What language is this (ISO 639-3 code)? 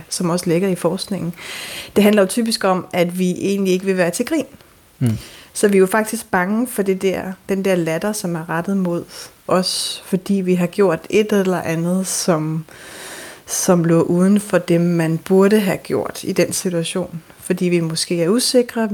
dan